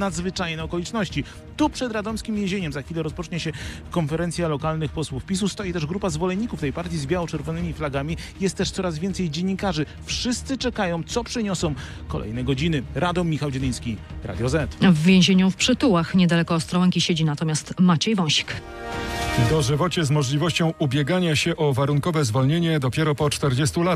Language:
Polish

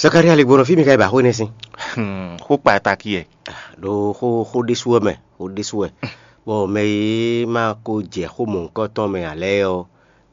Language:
Fon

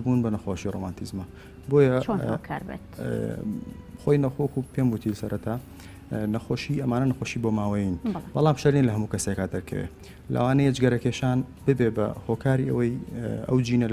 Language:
Central Kurdish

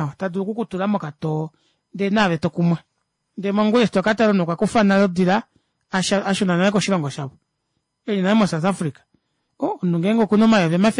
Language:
Kuanyama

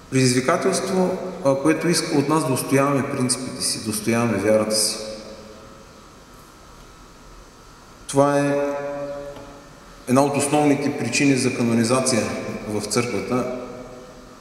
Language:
Bulgarian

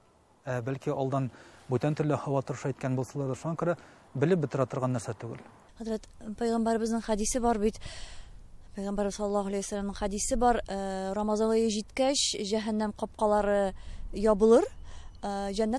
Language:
Tatar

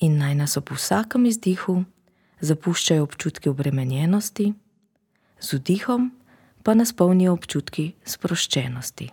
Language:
Slovenian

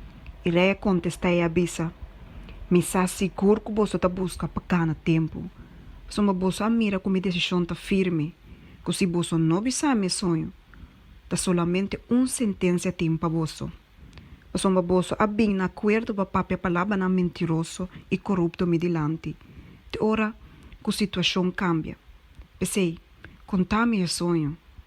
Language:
Papiamento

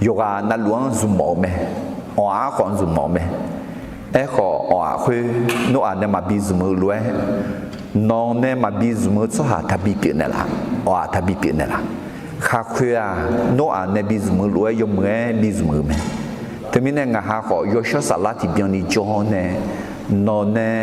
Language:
Akha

